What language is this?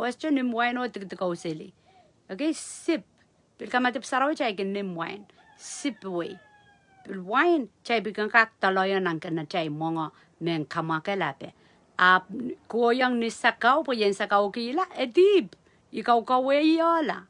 Pohnpeian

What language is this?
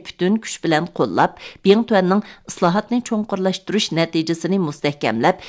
Uyghur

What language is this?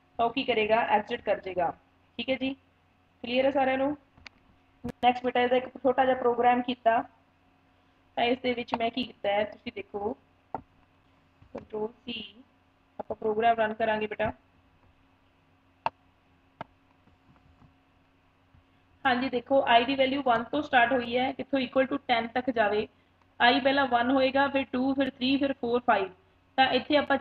Punjabi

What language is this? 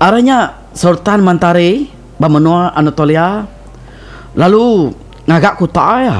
Iban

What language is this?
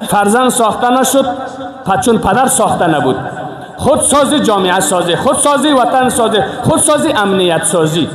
Persian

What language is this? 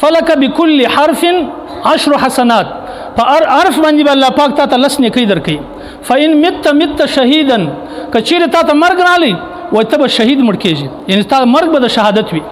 Pashto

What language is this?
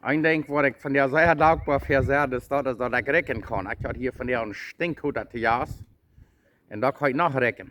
Plautdietsch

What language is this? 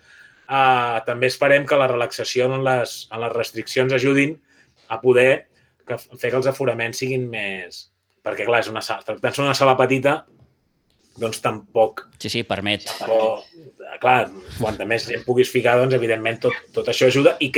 Catalan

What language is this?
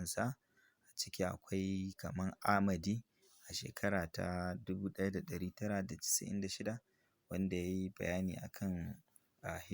Hausa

